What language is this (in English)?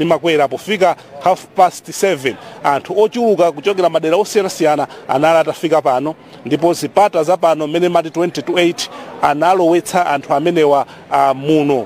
Nyanja